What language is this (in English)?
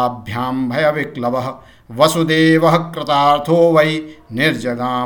Sanskrit